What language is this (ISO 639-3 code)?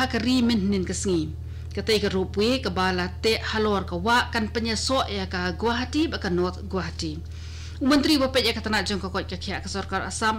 kha